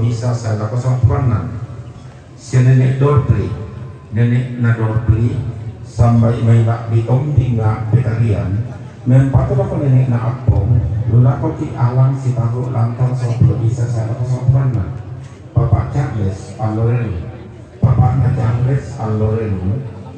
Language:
Toraja-Sa'dan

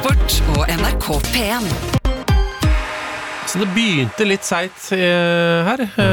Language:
Norwegian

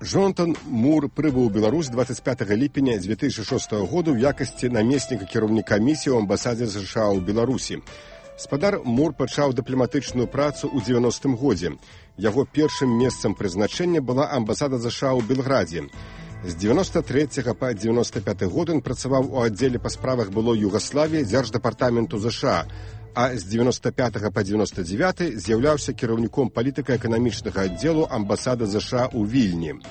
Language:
Belarusian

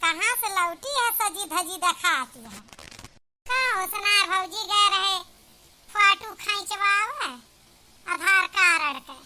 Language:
Awadhi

